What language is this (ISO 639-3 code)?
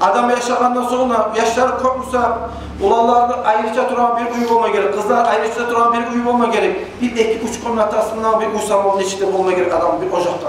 kum